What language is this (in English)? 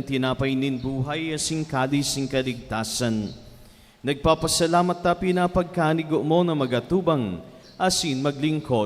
Bikol